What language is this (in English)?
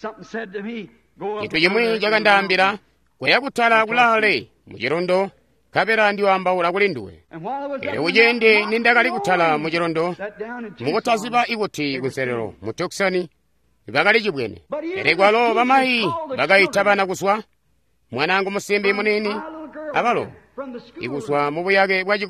Tonga (Zambia)